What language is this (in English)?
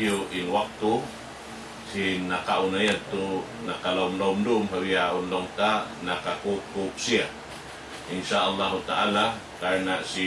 Tausug